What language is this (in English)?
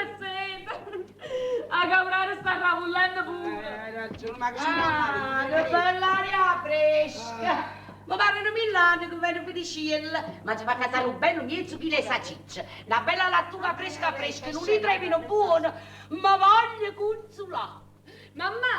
Neapolitan